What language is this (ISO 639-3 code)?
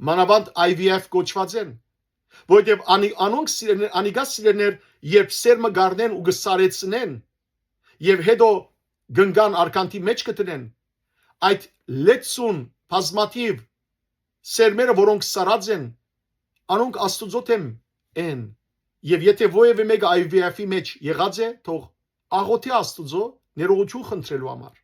hyw